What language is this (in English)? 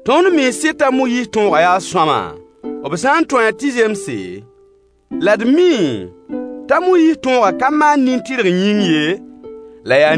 Mossi